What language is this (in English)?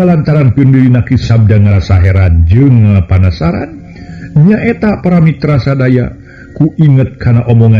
Sundanese